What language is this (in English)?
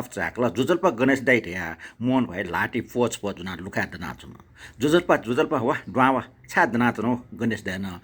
Newari